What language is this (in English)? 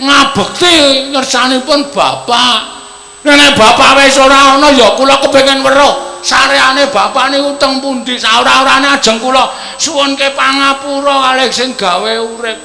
Javanese